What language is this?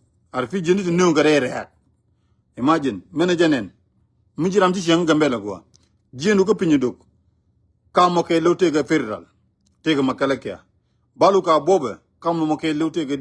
Nuer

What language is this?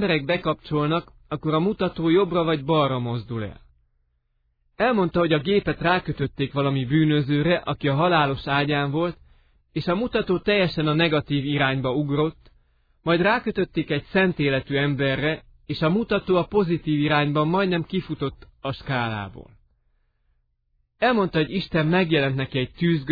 Hungarian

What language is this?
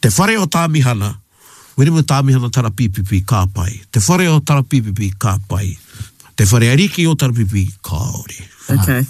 Māori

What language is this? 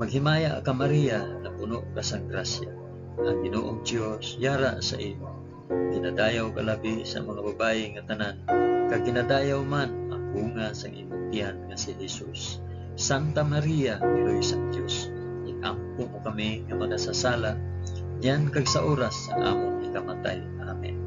Hiligaynon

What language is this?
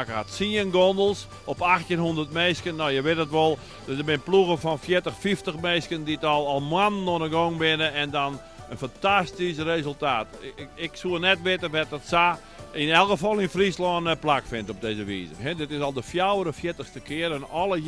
Western Frisian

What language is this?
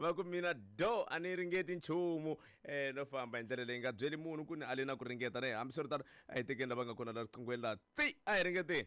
Tsonga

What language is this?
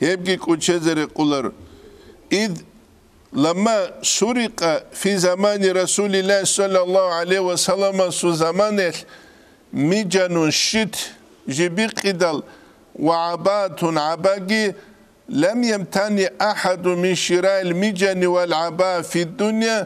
Avaric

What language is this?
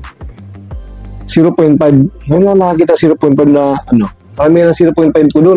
Filipino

